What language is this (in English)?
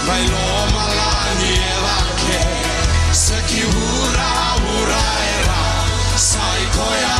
Fijian